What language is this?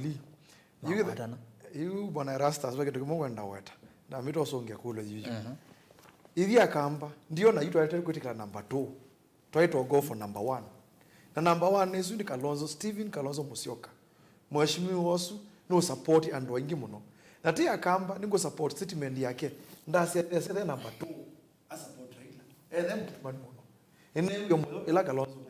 Kamba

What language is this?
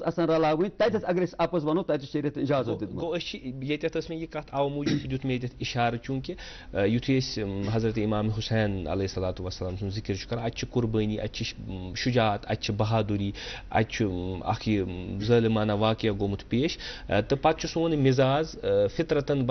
Kashmiri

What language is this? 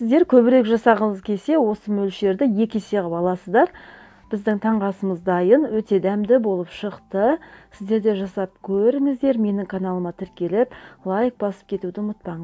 Kazakh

